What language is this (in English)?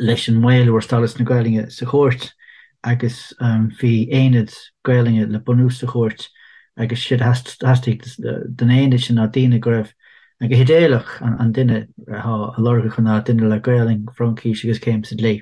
Irish